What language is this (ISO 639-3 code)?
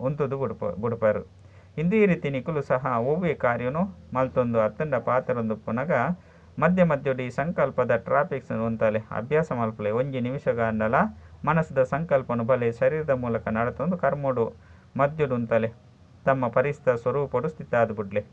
tcy